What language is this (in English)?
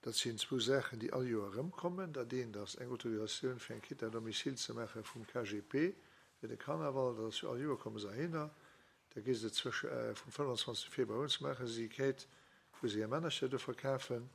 Luxembourgish